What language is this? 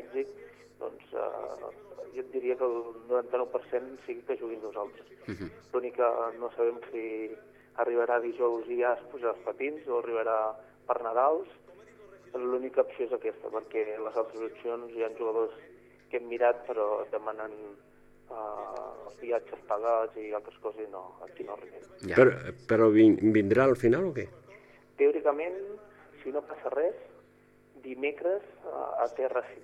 Catalan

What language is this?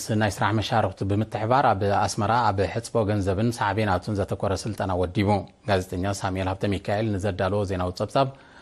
Tigrinya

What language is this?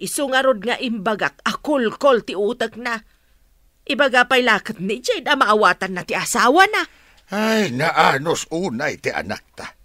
Iloko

